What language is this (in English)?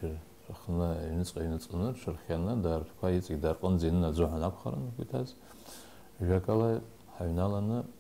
Abkhazian